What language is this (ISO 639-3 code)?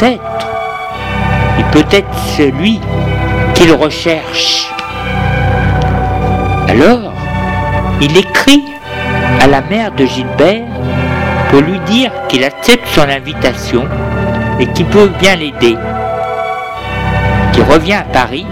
fra